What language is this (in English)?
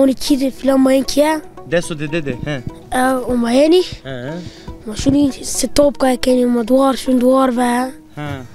Zaza